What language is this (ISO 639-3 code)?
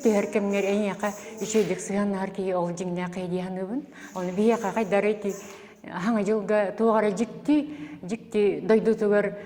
sah